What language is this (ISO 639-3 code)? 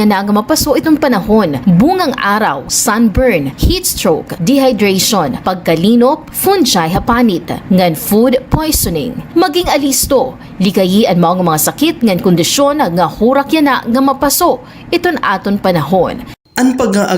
war